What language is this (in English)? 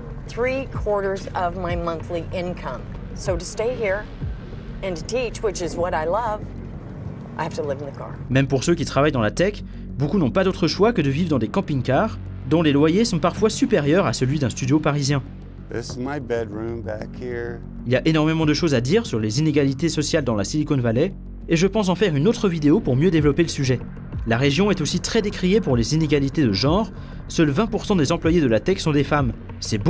French